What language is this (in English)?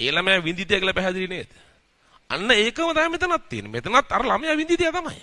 Sinhala